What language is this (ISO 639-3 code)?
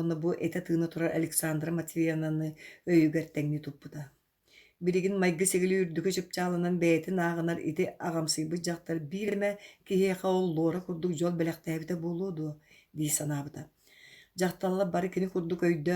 sah